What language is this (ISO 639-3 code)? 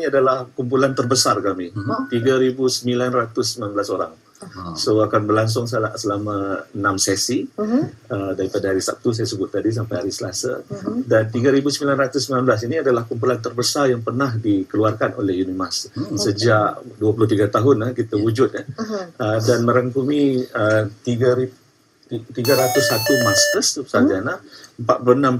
msa